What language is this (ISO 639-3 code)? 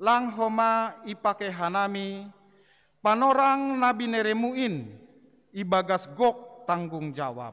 bts